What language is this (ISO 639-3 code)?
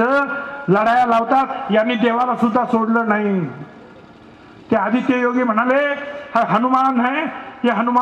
mar